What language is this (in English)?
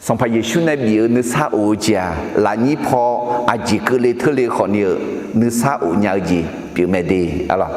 Akha